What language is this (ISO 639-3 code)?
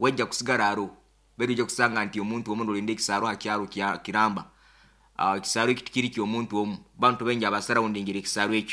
nyo